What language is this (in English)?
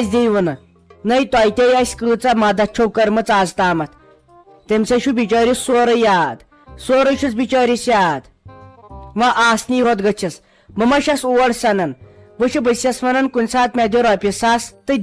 Kashmiri